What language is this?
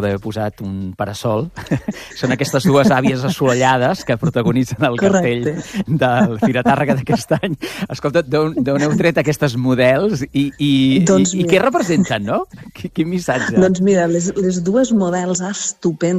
Catalan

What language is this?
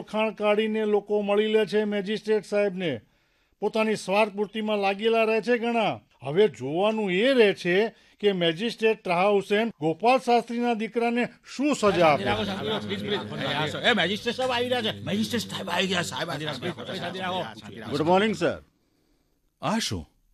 Gujarati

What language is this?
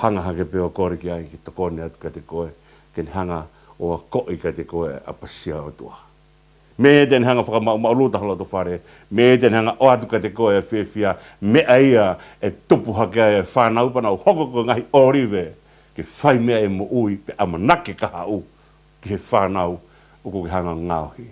Tongan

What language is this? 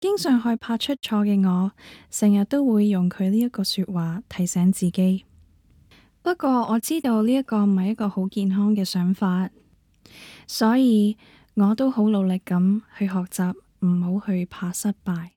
Cantonese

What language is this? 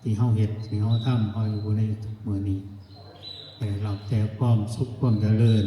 Lao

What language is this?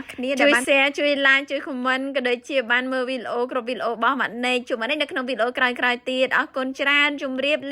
Khmer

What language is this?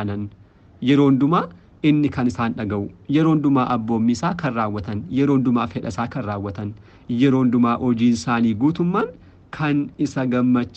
Oromo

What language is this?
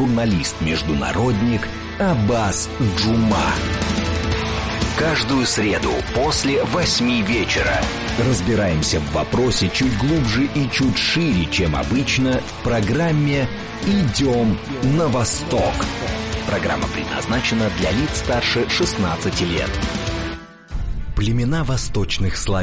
Russian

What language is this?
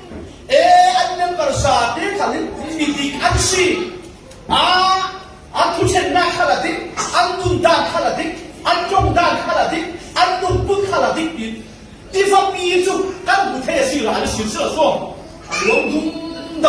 Falam Chin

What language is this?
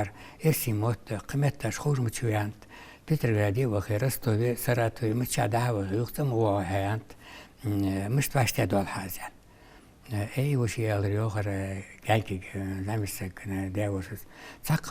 Ingush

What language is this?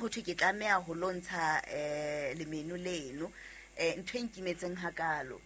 Southern Sotho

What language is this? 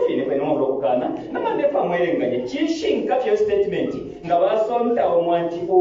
Bemba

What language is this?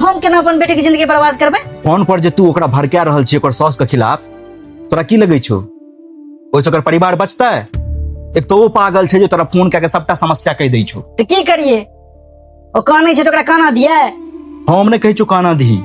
Maithili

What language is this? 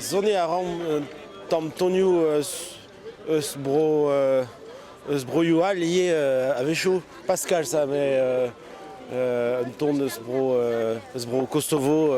Breton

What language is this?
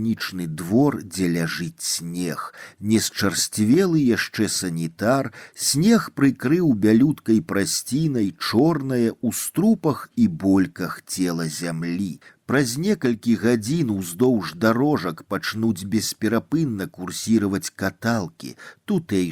Belarusian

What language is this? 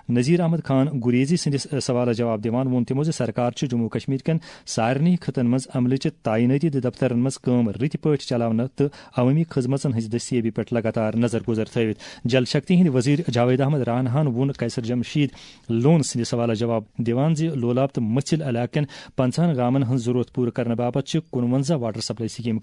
Kashmiri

